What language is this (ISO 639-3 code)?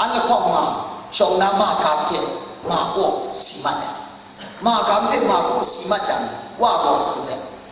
kac